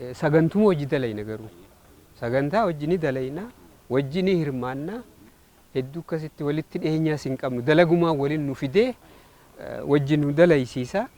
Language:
Oromo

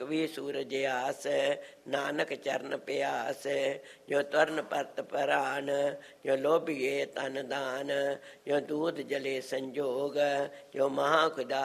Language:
Punjabi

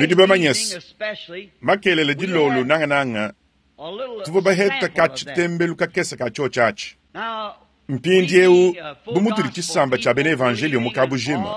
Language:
Luba-Lulua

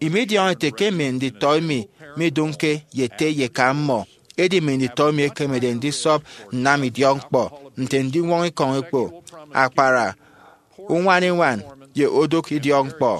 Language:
Efik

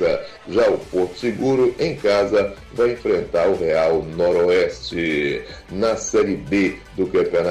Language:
Portuguese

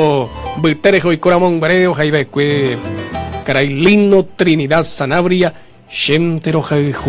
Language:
Guarani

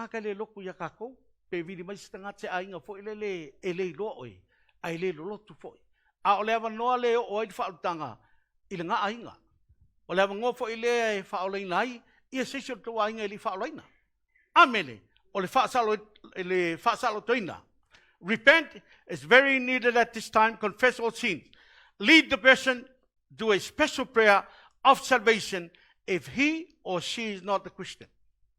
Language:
Samoan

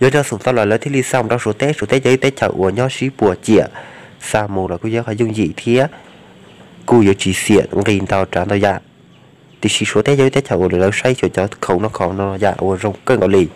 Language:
Hmong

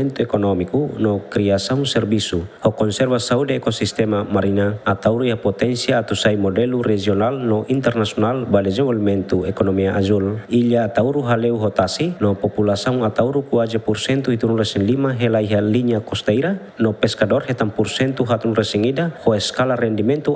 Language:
Tetum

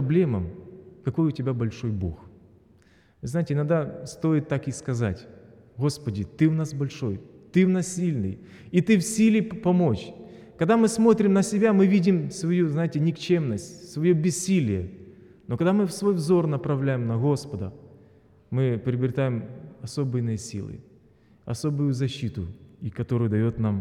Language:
Russian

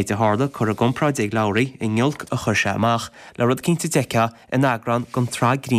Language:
Irish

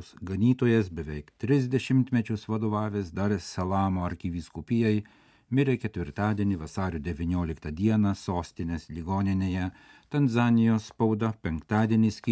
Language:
Lithuanian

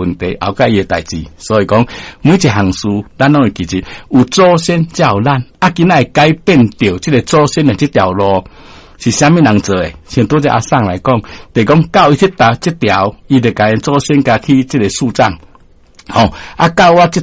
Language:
Min Nan Chinese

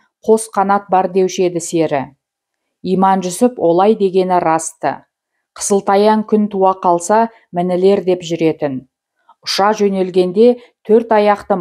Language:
Kazakh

